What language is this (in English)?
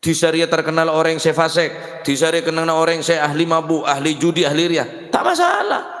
Madurese